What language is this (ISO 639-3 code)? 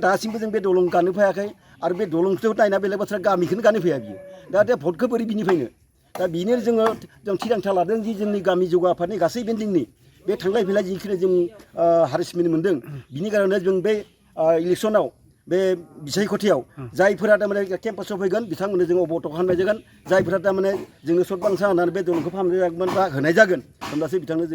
brx